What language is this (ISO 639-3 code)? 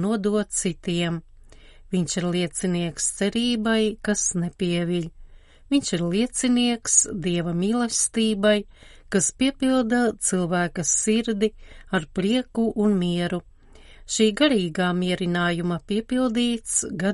lav